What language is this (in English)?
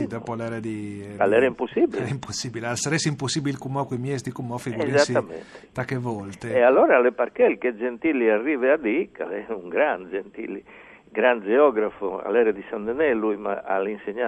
Friulian